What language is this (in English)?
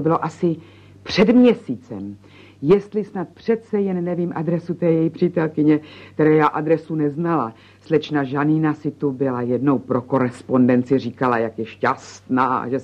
Czech